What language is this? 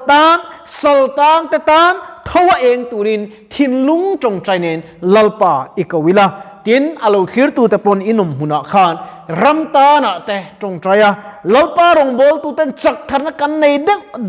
Mizo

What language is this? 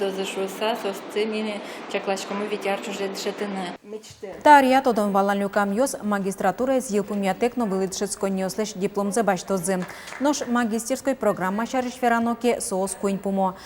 Udmurt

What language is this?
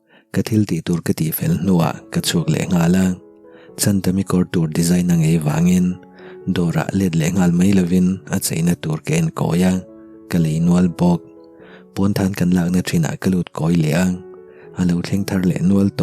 Mizo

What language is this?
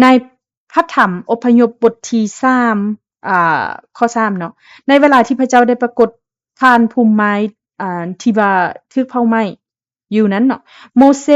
Lao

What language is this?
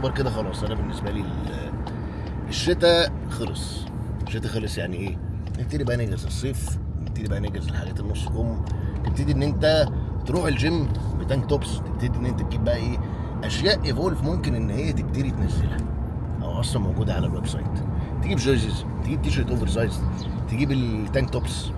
Egyptian Arabic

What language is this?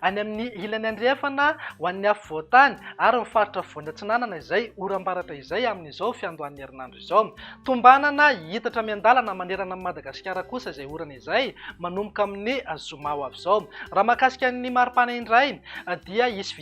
Malagasy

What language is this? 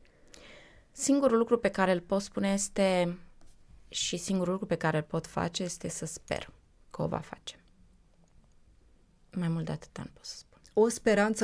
Romanian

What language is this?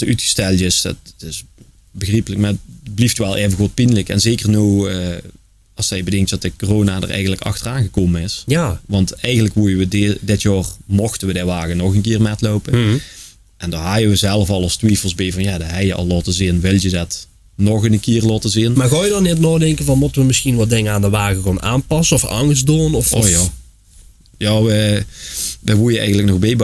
Limburgish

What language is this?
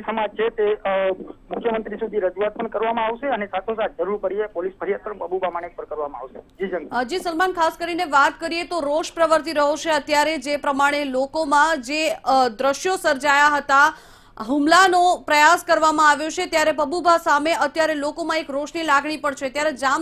Gujarati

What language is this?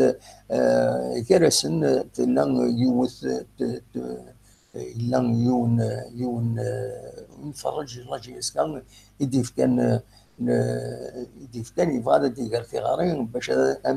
Kabyle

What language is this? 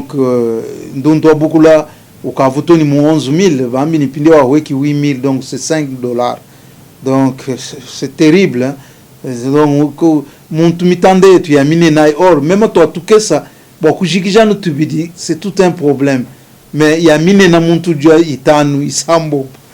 Luba-Lulua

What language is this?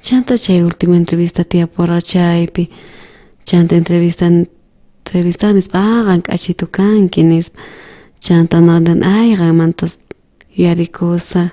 South Bolivian Quechua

